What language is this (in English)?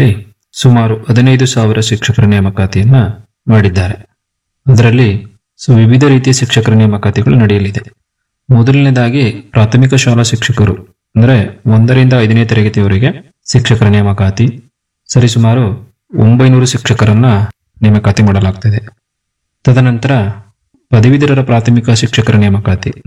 Kannada